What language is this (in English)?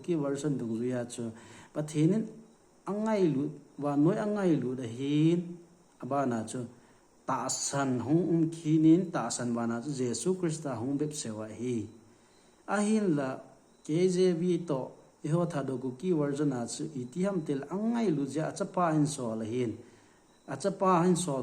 Thado Chin